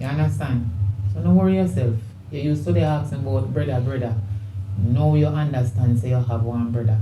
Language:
Jamaican Creole English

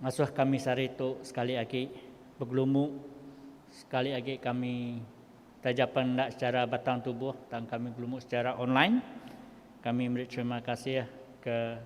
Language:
Iban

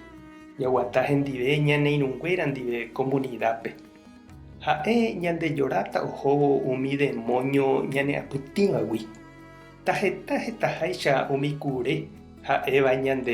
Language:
Guarani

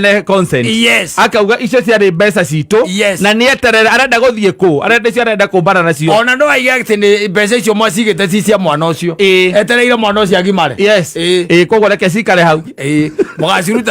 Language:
Kikuyu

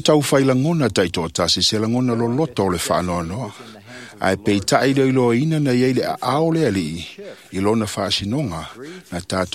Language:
Samoan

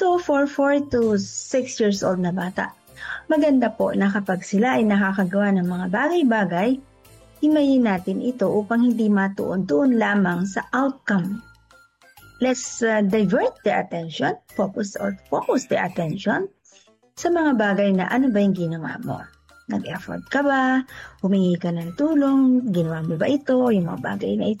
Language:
Filipino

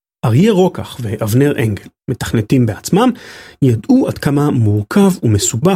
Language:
Hebrew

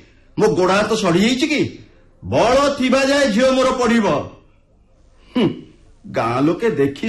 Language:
Odia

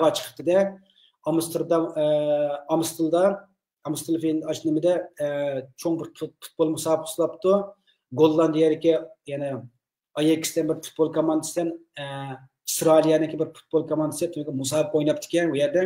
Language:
Uyghur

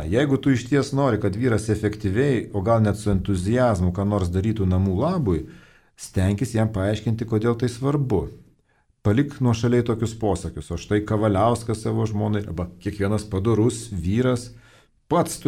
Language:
Lithuanian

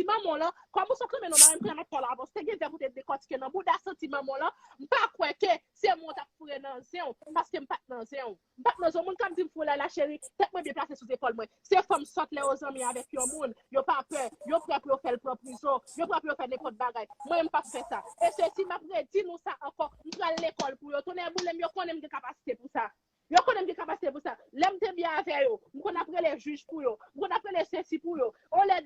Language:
Haitian Creole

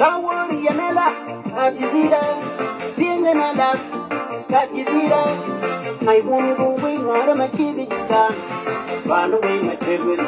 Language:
Nuer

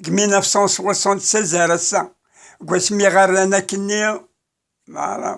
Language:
Kabyle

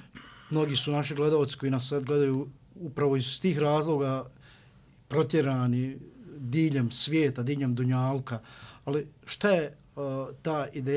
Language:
Bosnian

